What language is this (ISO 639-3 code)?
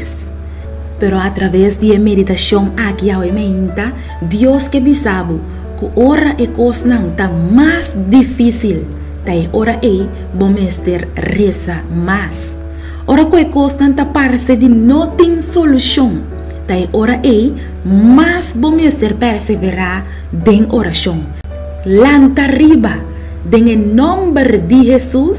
pap